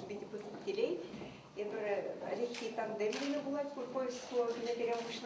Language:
Chuvash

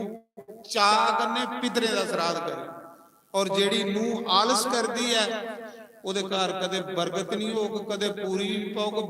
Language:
Dogri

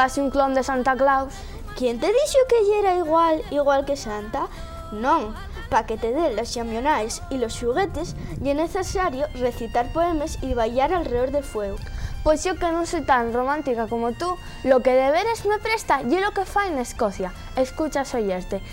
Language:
Asturian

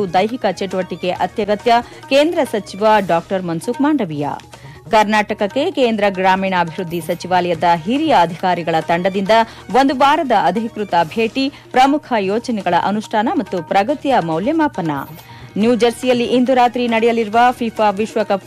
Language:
Kannada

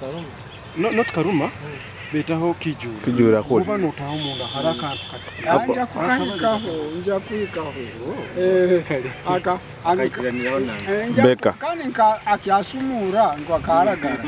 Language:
Nyoro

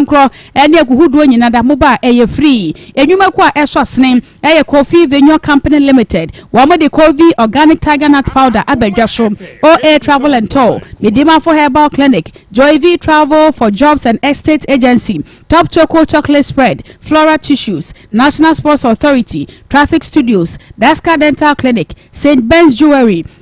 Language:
Akan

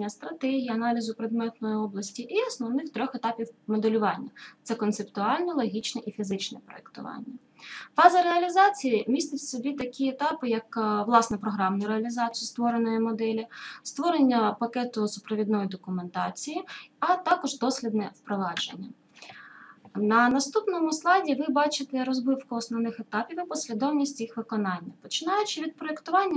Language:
Ukrainian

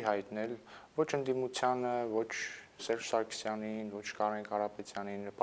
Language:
Armenian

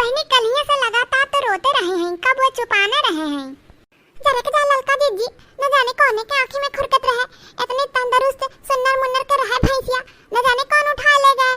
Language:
Awadhi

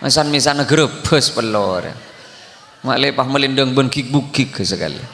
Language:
Madurese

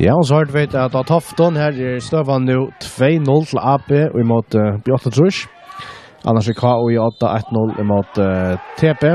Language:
Faroese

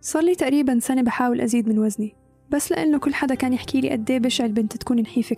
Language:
North Levantine Arabic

